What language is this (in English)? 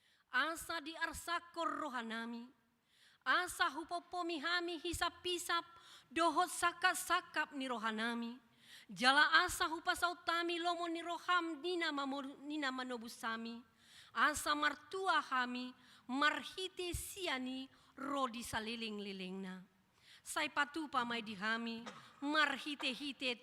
Batak Toba